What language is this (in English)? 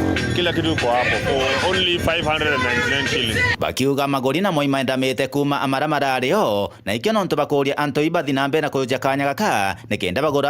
Meru